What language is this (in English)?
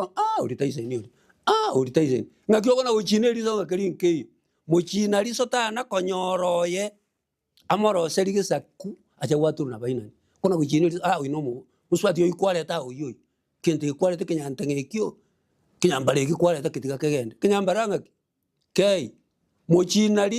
Gusii